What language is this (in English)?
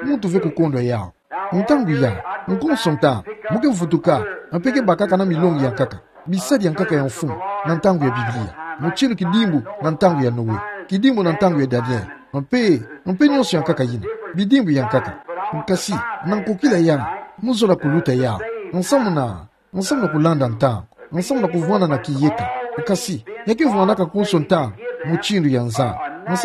Kituba (Democratic Republic of Congo)